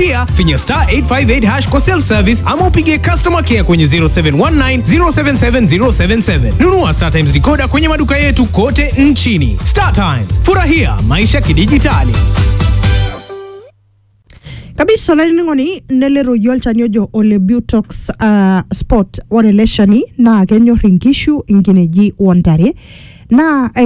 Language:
Swahili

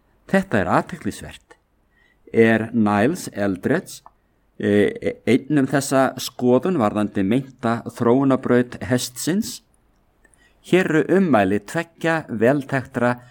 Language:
Icelandic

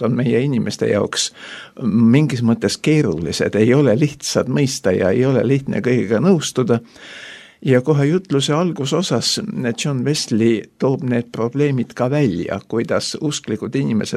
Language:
Estonian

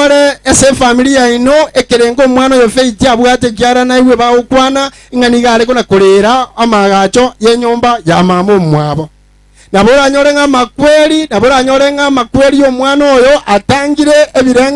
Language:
Gusii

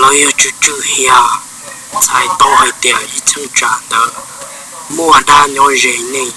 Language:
Hmong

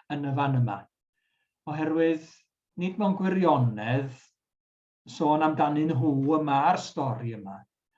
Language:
Welsh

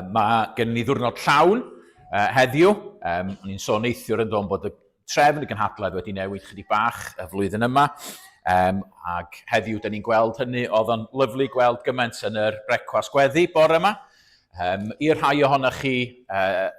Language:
Welsh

